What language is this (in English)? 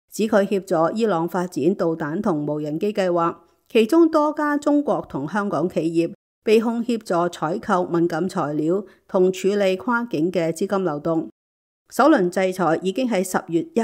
Cantonese